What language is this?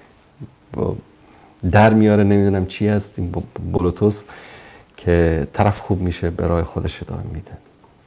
Persian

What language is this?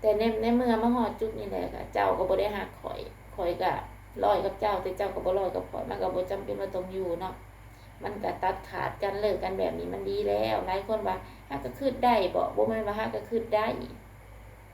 Lao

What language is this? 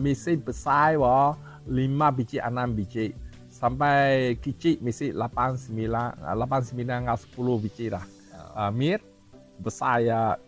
Iban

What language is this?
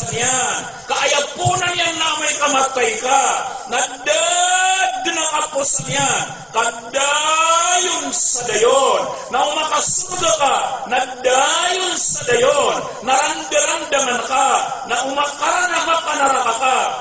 Maranao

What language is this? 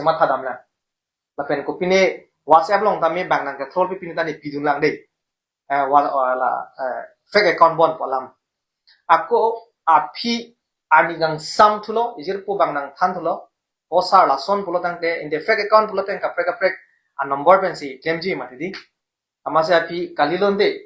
Karbi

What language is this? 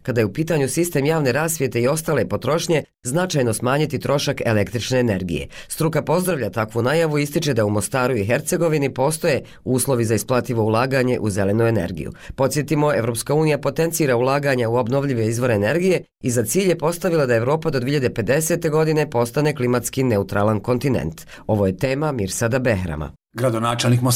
Bosnian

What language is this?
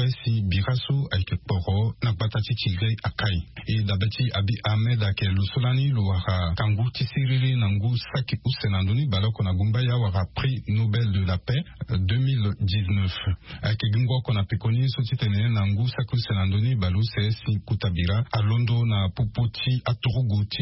Sango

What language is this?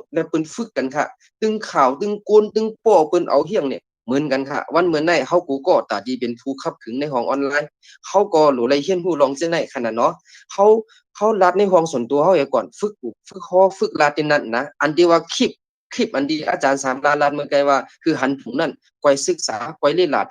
Shan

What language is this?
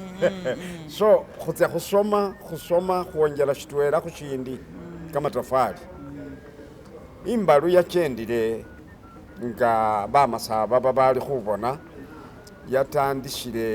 Masaaba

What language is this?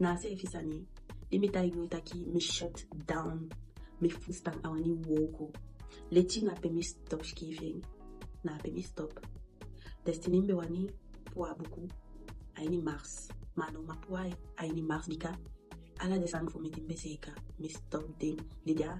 Eastern Maroon Creole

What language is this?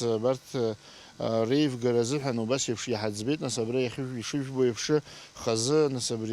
Abkhazian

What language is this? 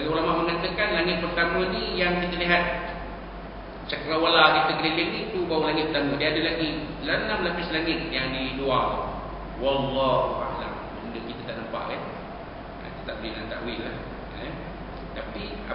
Malay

